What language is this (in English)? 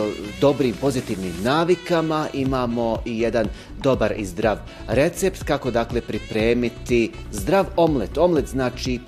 Bosnian